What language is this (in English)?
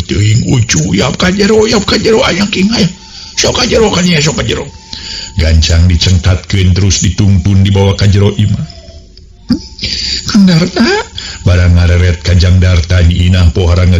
Sundanese